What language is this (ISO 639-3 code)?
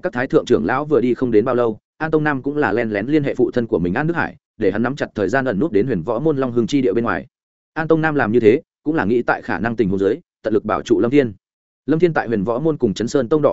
vie